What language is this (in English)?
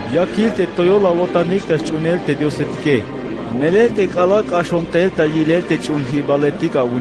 Tzeltal